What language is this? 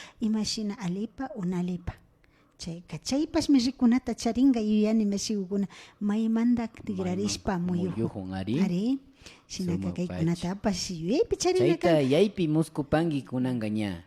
Imbabura Highland Quichua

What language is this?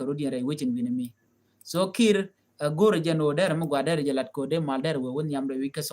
Nuer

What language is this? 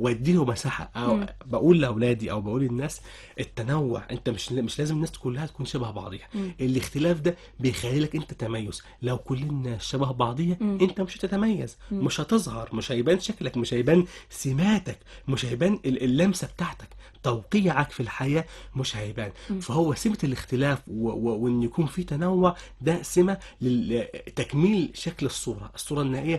Egyptian Arabic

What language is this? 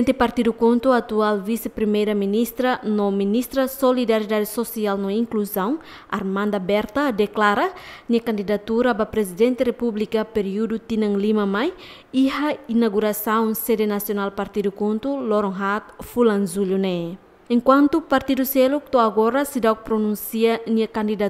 Tetum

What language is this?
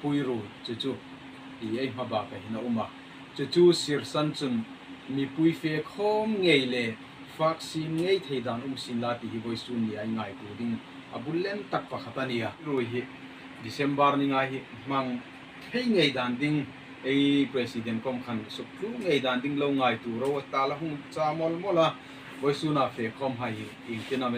Hmar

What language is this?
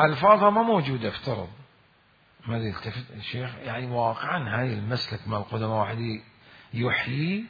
Mesopotamian Arabic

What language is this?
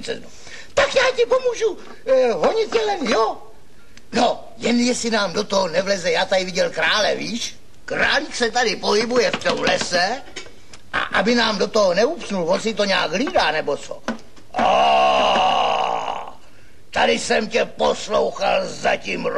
Czech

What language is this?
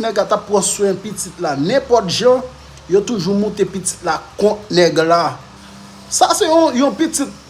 Haitian Creole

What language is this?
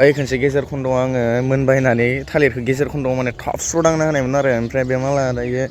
Bodo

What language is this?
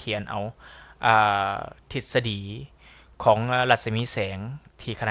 Lao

